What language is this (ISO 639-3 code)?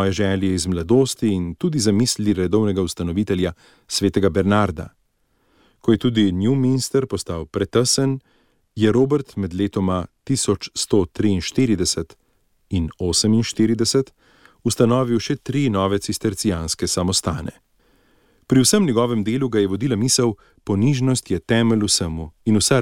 slv